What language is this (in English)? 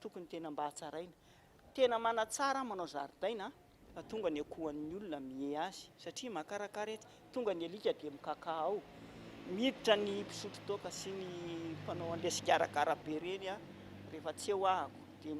Malagasy